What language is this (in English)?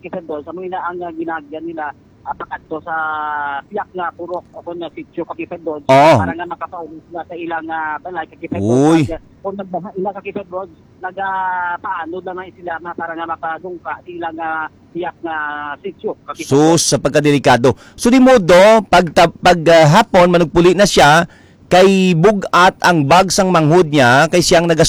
Hiligaynon